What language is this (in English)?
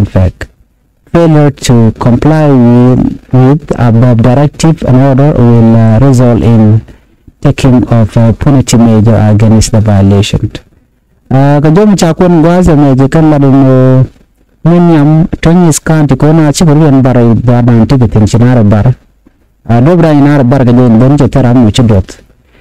Nuer